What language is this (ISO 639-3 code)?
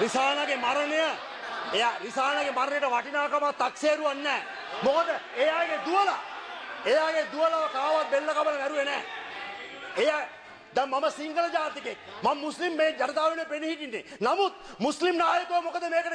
sin